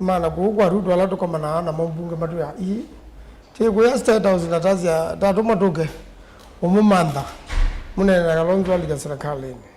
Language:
Kamba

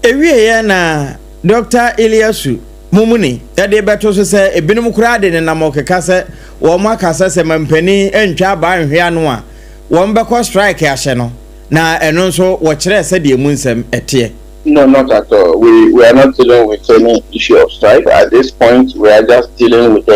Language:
Akan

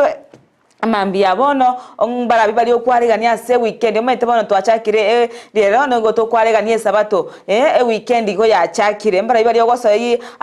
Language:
Gusii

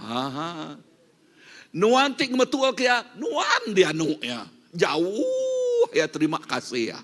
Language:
Iban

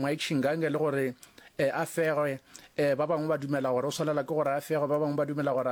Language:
Northern Sotho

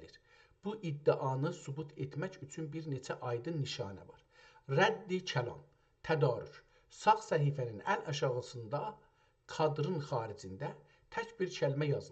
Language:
South Azerbaijani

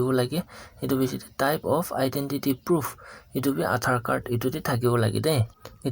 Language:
Naga Pidgin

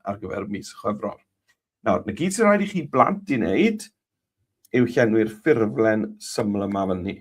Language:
Welsh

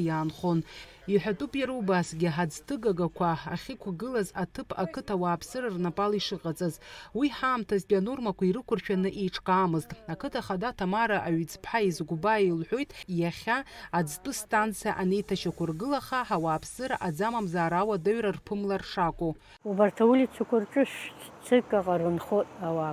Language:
Abkhazian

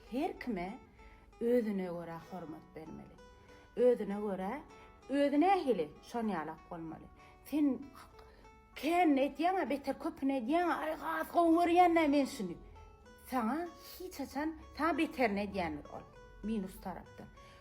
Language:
Turkmen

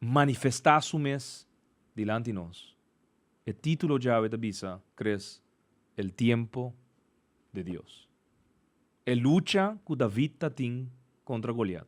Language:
Papiamento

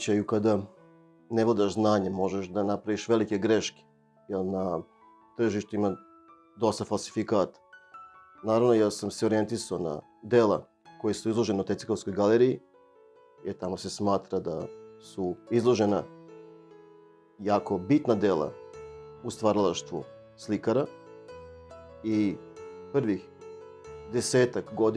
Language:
Serbian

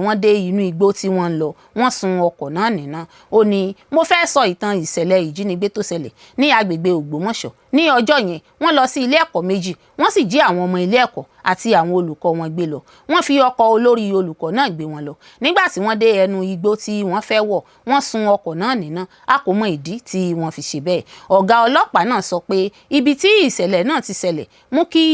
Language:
Yoruba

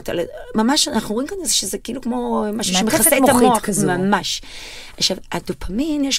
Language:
Hebrew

